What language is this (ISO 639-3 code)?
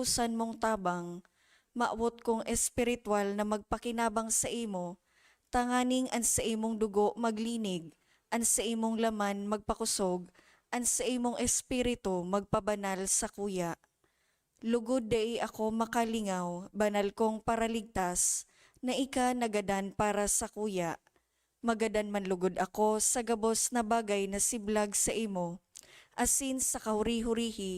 bik